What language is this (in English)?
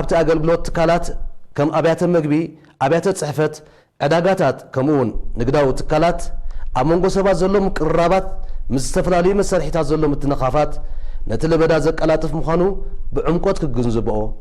Tigrinya